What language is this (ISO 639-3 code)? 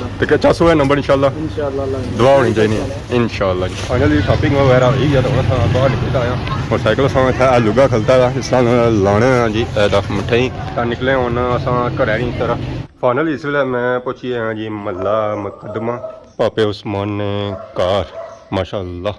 phr